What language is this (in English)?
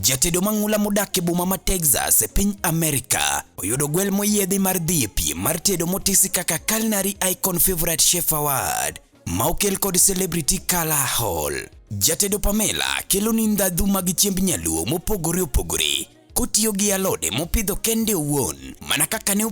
Luo (Kenya and Tanzania)